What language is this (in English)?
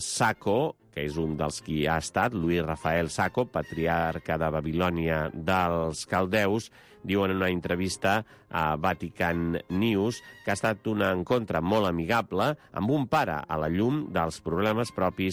Catalan